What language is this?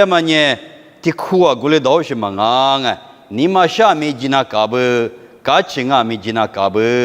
Lisu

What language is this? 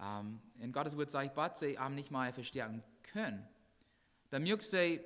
Plautdietsch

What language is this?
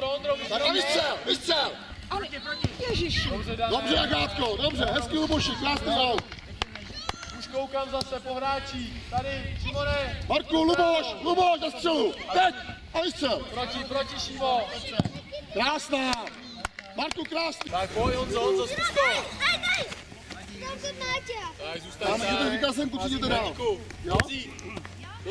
Czech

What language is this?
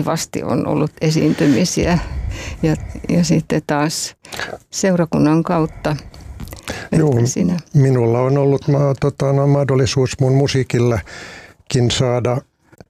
Finnish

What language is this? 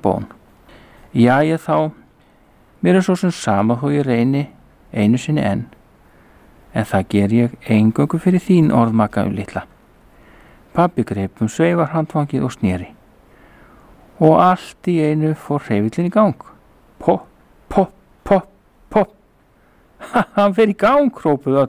Icelandic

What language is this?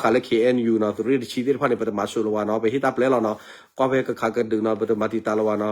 S'gaw Karen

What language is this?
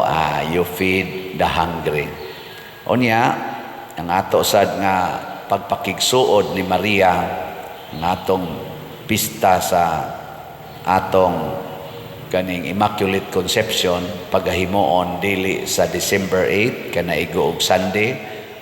Cebuano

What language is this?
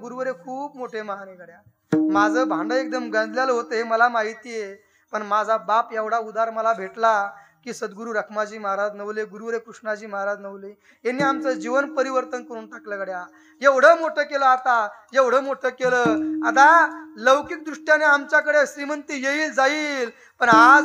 Marathi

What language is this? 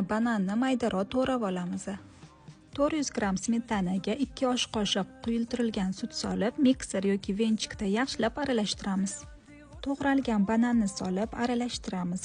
Uzbek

